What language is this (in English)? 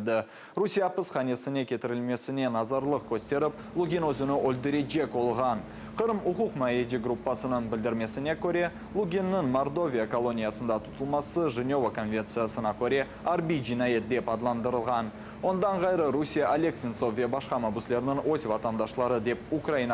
Crimean Tatar